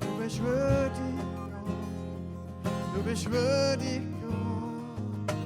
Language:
Swiss German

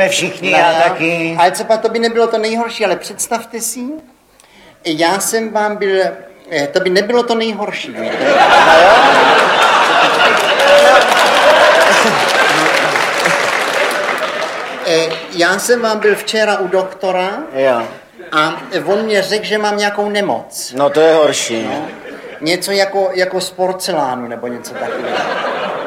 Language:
Czech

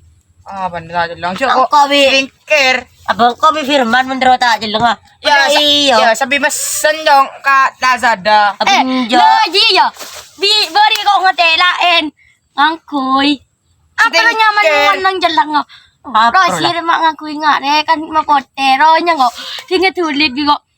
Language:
Madurese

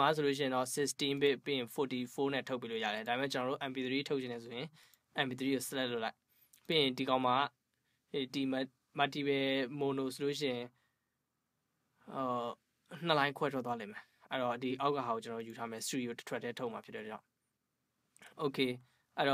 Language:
Burmese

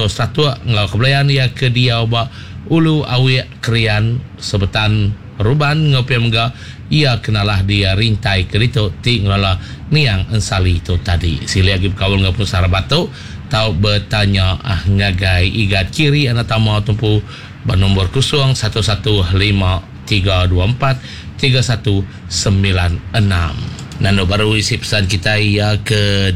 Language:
Iban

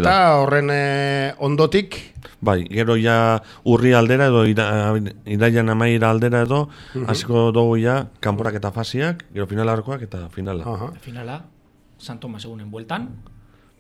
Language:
Basque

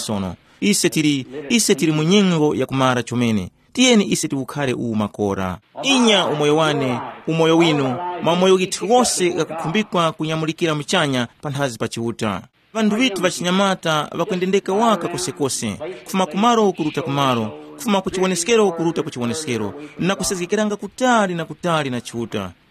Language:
Tumbuka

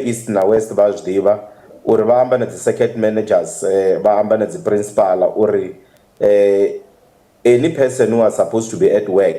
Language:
Venda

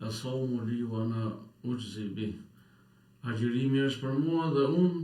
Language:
Albanian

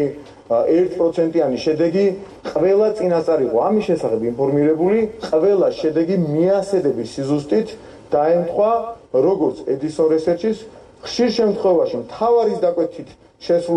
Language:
Georgian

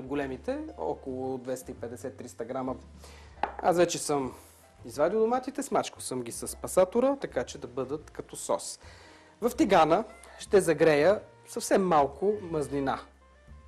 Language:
Bulgarian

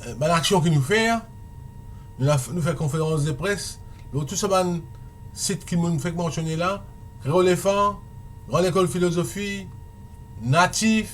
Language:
Morisyen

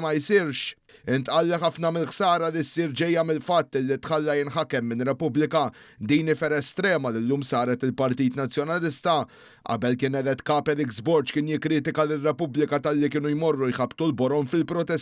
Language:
Maltese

